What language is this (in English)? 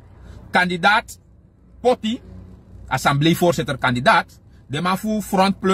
Sranan Tongo